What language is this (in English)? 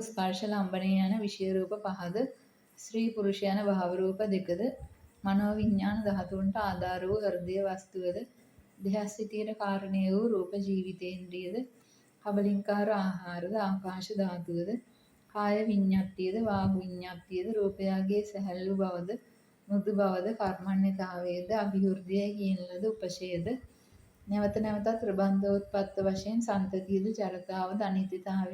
Sinhala